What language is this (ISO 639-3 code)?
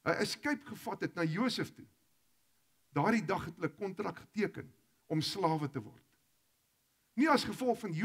afr